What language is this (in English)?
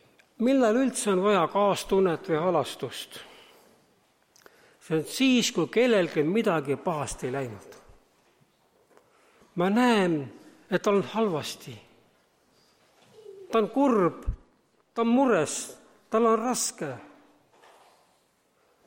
Estonian